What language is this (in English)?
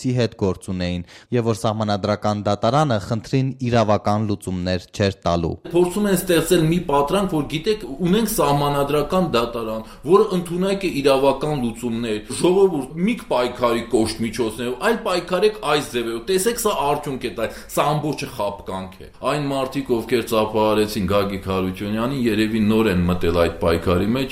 Armenian